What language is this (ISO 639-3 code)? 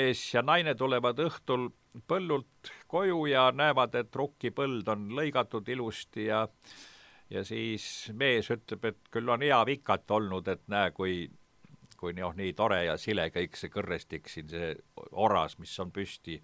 est